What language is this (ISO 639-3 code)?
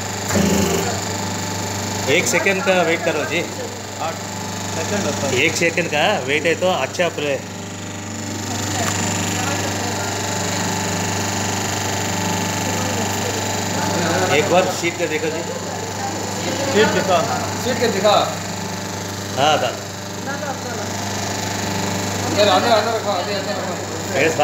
tel